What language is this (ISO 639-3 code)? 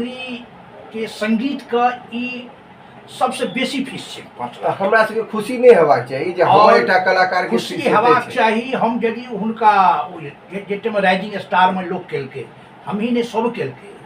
mai